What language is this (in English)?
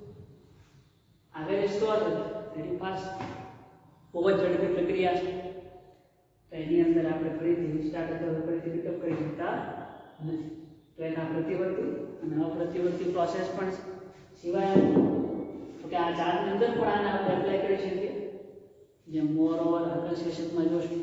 Gujarati